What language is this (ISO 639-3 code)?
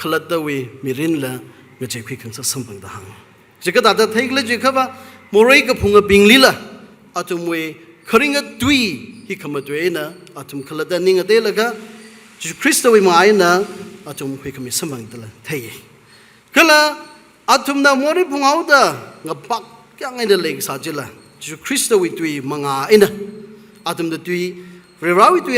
nmf